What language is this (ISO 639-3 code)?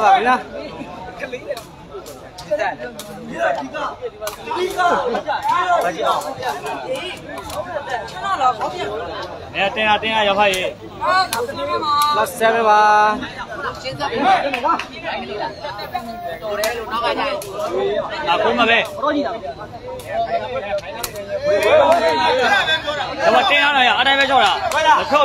mya